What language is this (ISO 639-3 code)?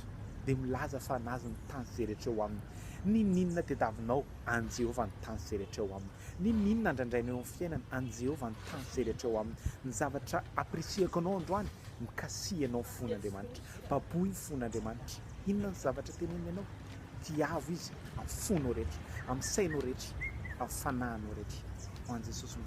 mlg